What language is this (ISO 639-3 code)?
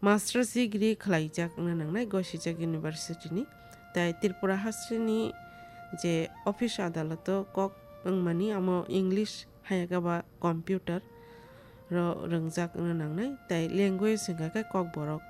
trp